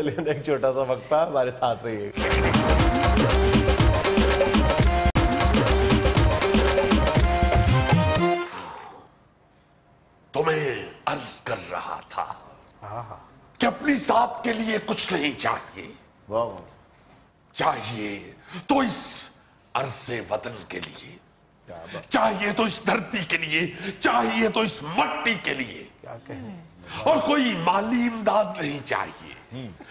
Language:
Urdu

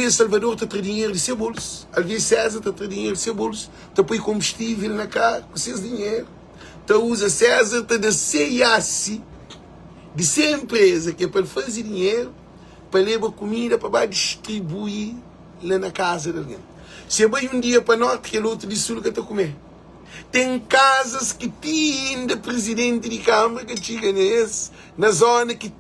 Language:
Kabuverdianu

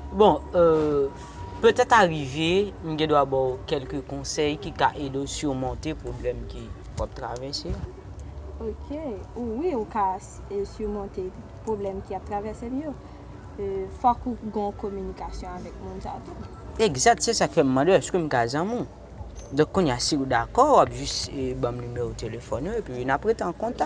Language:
Haitian Creole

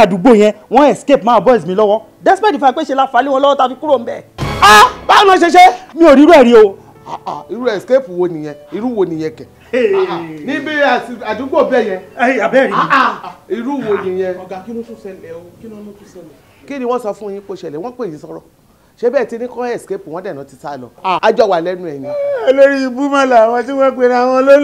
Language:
Yoruba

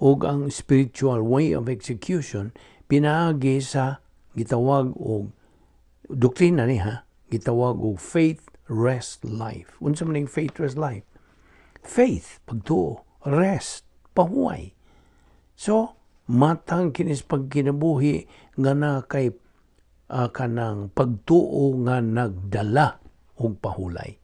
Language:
Cebuano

